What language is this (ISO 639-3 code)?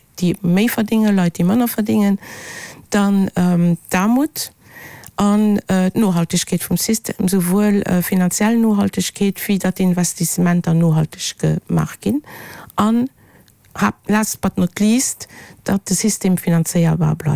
ltz